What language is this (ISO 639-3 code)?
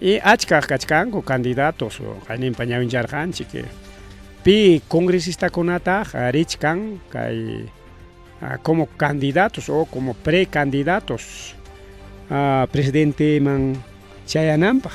quy